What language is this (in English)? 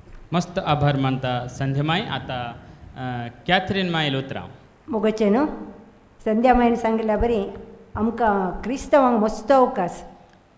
Konkani